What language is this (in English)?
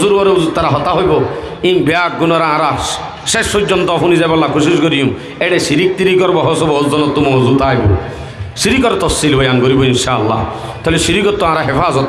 Rohingya